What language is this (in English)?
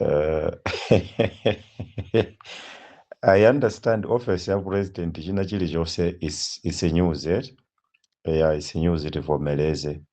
Nyanja